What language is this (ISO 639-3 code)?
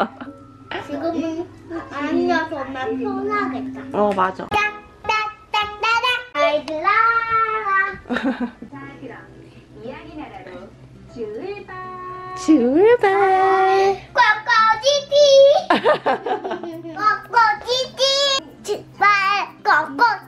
kor